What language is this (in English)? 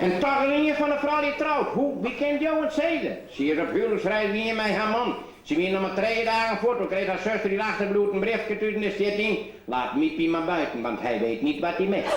Western Frisian